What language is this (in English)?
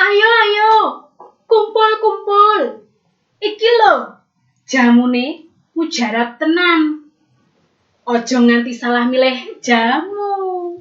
Javanese